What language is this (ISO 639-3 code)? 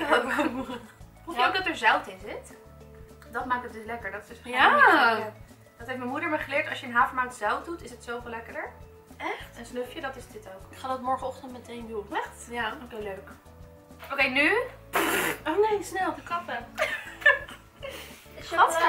nld